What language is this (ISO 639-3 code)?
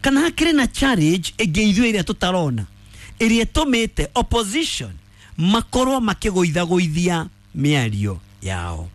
kik